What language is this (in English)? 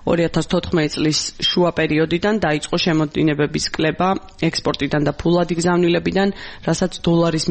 Georgian